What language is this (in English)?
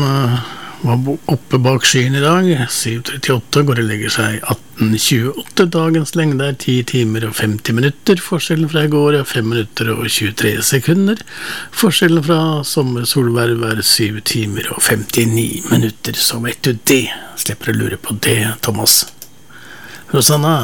Norwegian